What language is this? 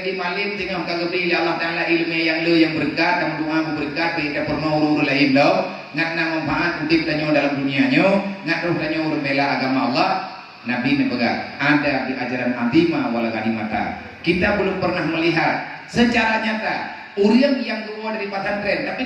Achinese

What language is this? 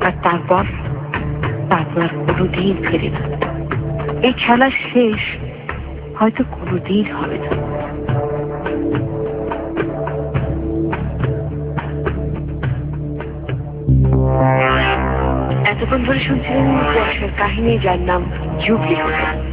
Bangla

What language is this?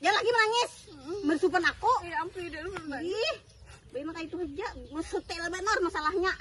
Banjar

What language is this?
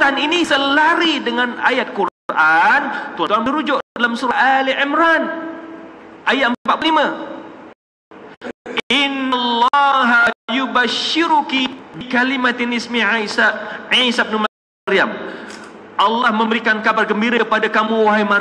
Malay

